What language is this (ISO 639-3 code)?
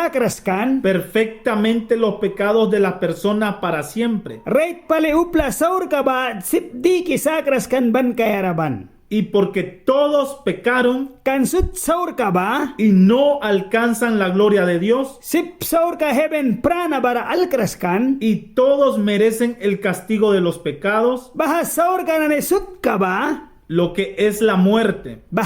miq